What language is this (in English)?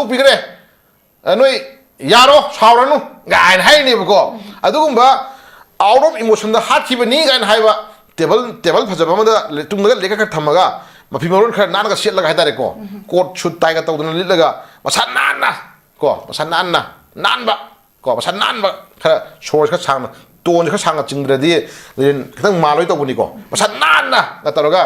Manipuri